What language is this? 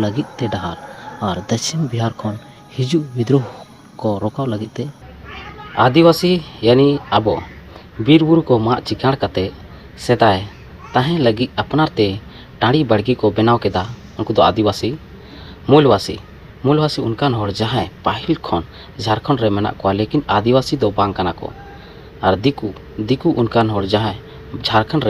Santali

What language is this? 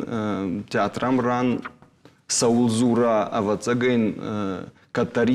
Ossetic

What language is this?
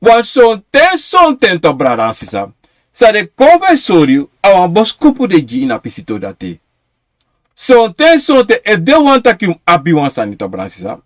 Sranan Tongo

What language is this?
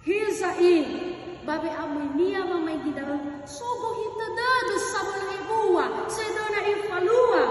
Nias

